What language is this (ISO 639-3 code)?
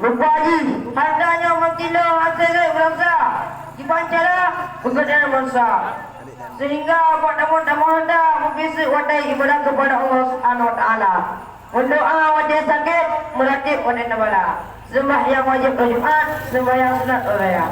ace